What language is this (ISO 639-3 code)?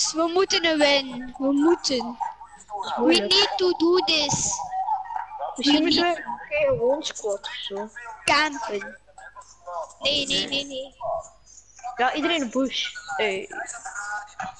nld